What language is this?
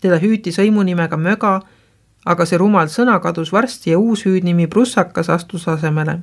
Estonian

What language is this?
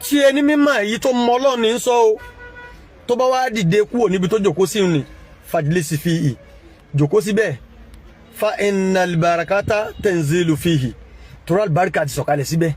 Yoruba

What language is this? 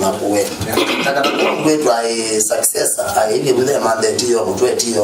Kamba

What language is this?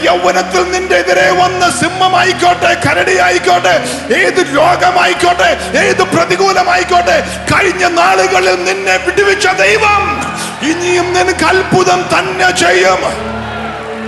Malayalam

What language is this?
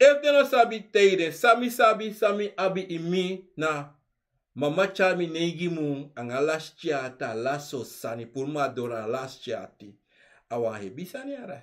Sranan Tongo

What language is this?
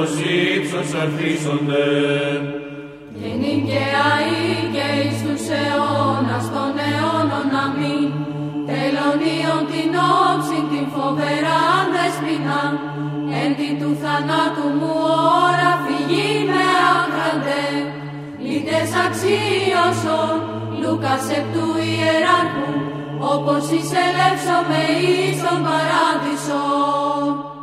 Greek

